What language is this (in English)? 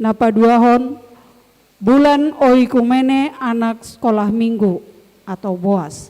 Batak Toba